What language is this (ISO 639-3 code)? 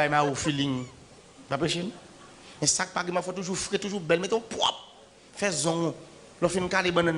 hat